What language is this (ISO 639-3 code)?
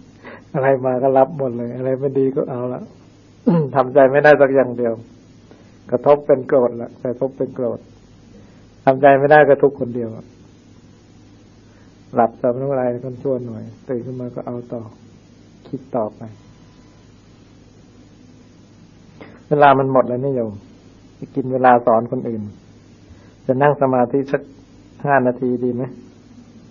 tha